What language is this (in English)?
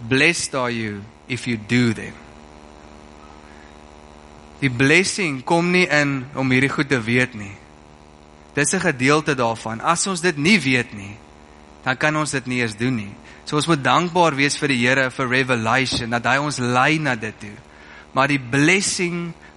Afrikaans